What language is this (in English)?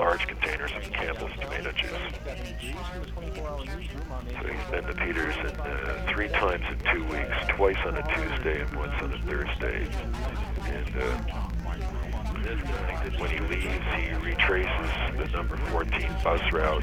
English